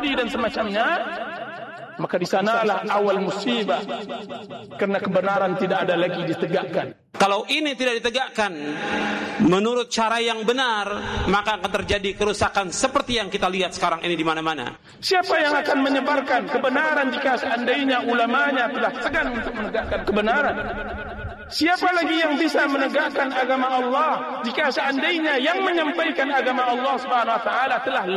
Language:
Indonesian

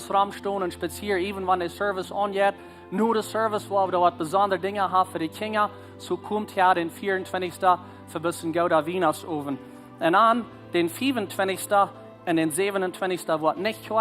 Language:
Plautdietsch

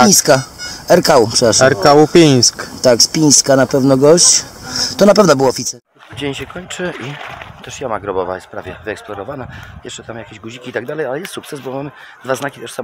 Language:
Polish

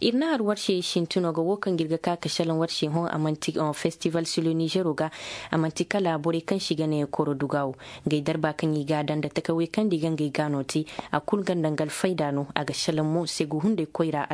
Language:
Zarma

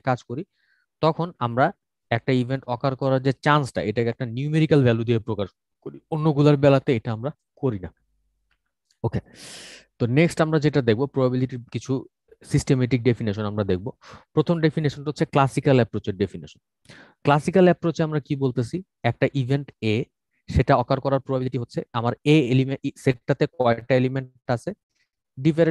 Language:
Bangla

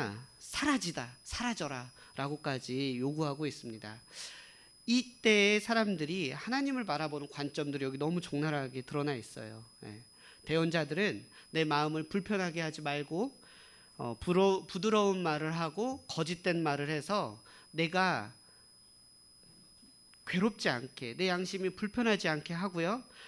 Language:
Korean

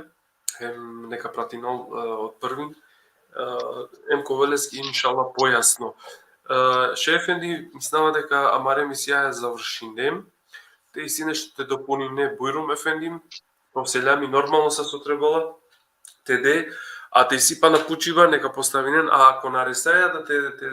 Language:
Balkan Romani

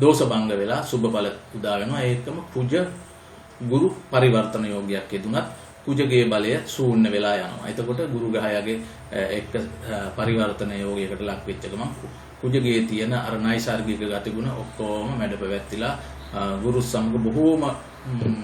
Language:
Sinhala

